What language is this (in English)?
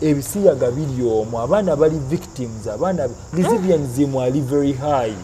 Ganda